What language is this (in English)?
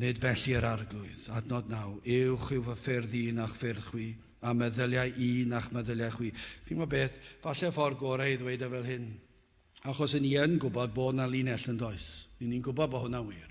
Welsh